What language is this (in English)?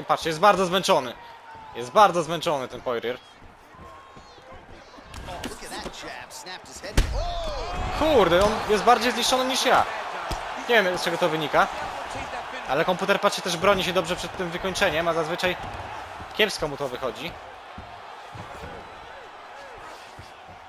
Polish